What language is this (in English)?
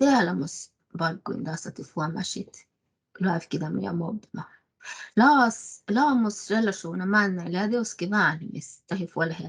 Northern Sami